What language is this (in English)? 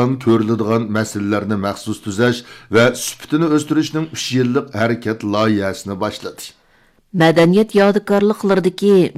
Uyghur